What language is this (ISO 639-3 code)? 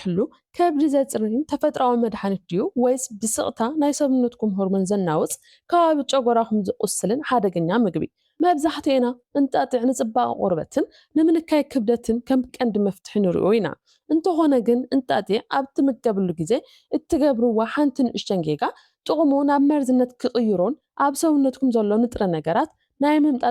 tir